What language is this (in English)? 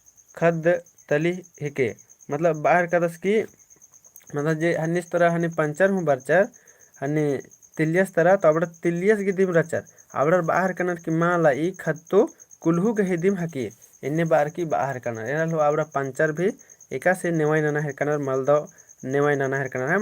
Kurukh